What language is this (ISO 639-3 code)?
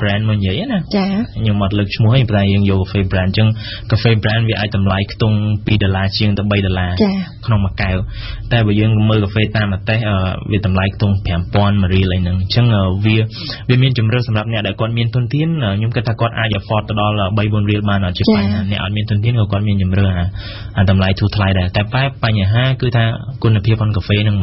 khm